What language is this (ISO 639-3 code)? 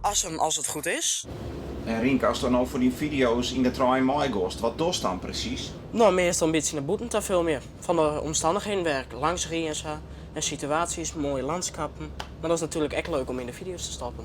fry